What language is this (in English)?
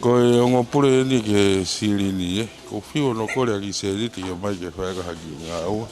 Tongan